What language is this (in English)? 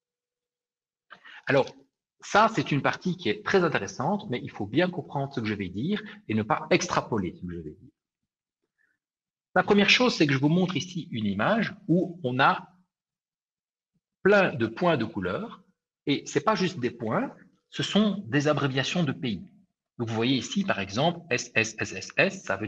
French